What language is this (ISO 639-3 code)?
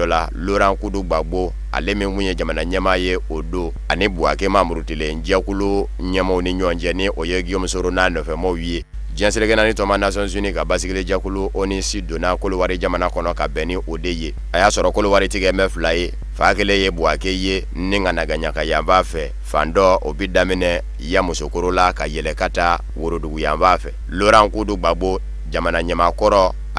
bam